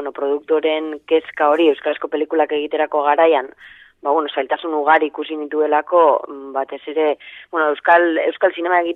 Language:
Basque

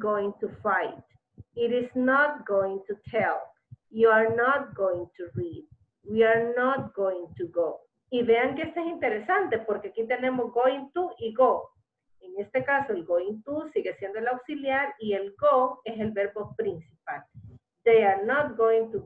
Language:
Spanish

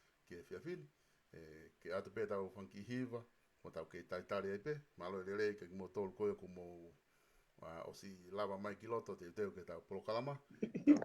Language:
Tongan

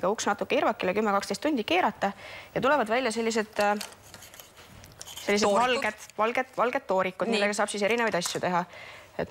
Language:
Estonian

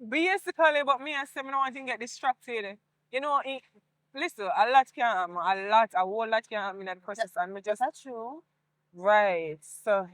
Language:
Jamaican Creole English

